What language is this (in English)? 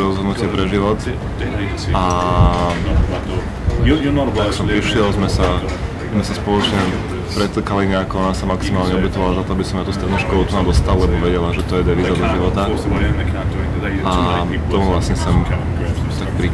Slovak